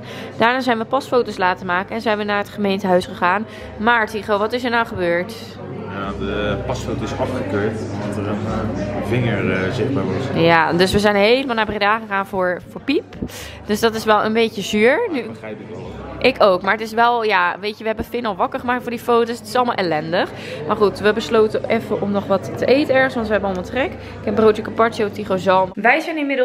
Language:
Dutch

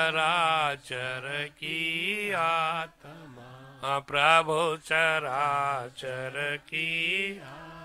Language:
Sanskrit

